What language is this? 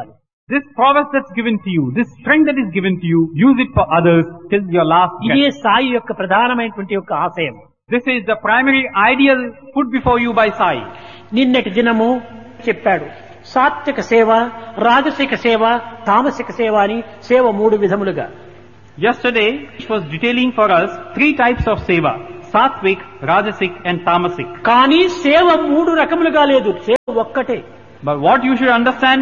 Telugu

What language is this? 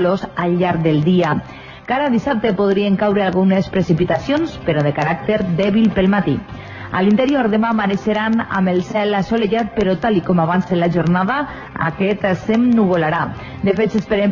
Catalan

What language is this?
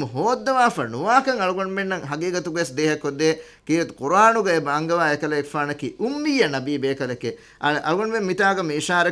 Divehi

